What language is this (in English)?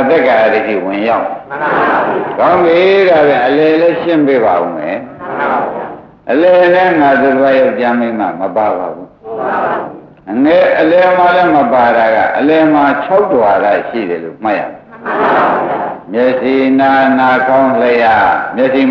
Burmese